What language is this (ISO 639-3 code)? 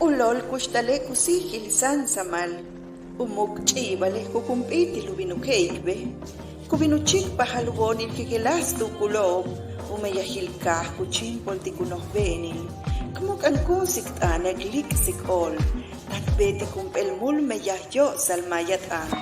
yua